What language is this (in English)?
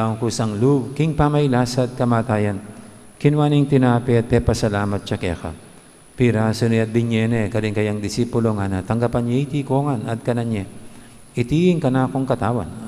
Pampanga